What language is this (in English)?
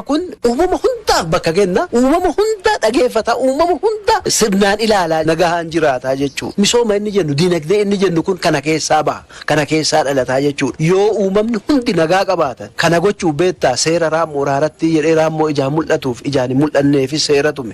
Oromo